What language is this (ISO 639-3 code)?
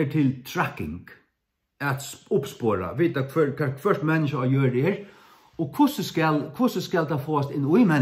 fao